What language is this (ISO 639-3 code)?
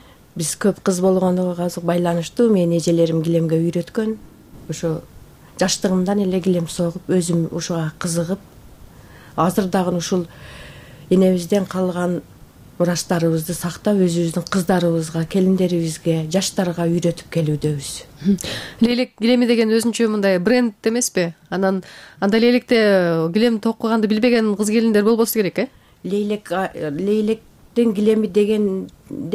kir